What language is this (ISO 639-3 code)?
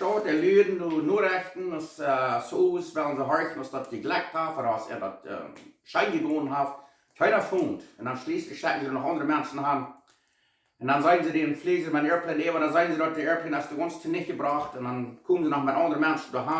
pdt